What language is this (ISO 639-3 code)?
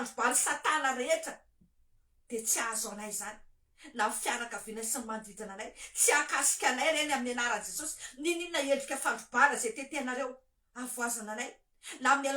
mlg